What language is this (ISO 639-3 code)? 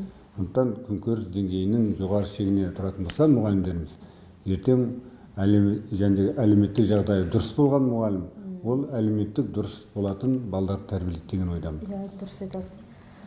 kaz